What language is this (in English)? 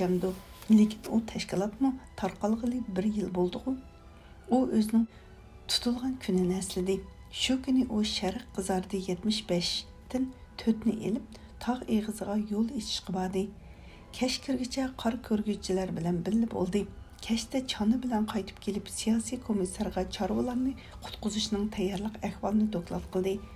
Uyghur